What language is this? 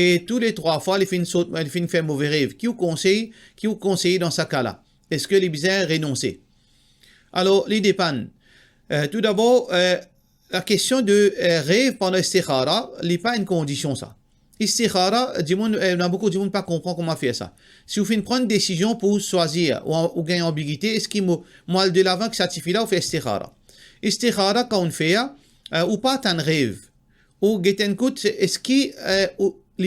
Morisyen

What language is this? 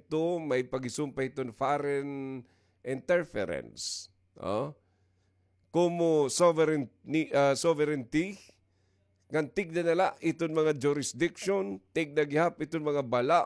Waray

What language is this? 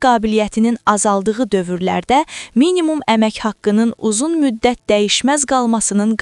Azerbaijani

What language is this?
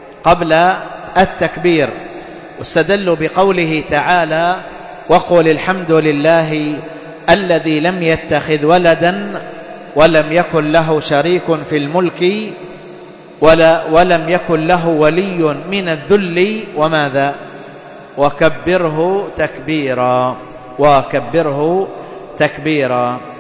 Arabic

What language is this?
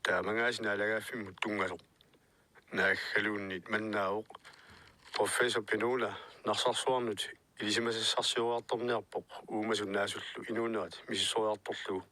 Kalaallisut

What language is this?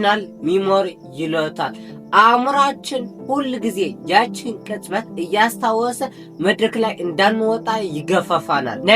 Amharic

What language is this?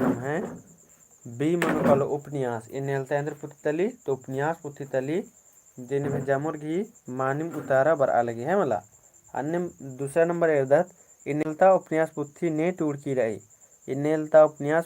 Kurukh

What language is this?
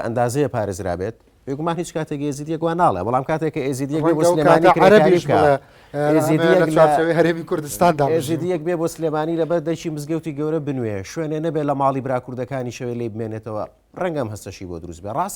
Central Kurdish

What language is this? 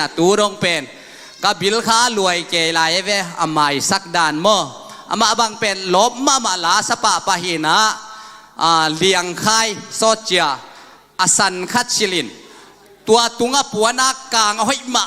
Tedim Chin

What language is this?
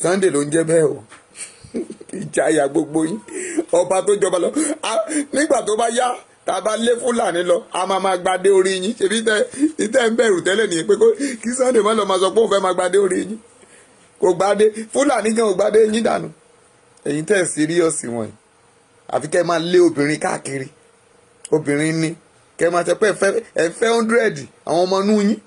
Yoruba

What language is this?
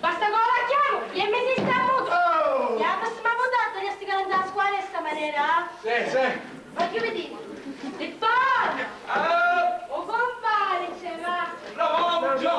Sicilian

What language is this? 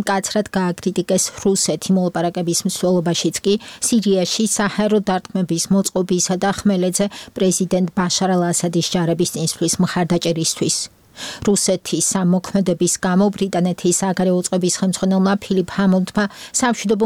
Georgian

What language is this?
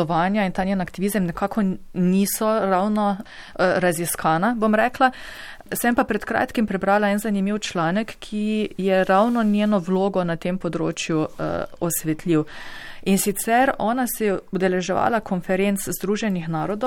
Slovenian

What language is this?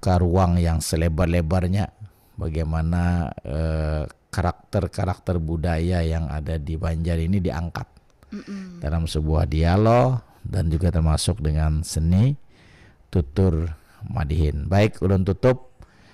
Banjar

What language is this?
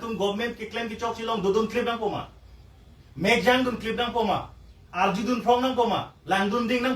Karbi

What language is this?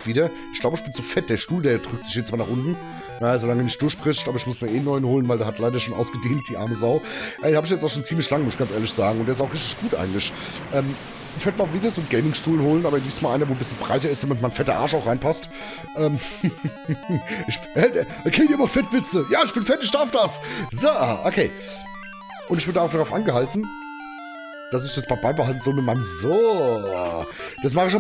German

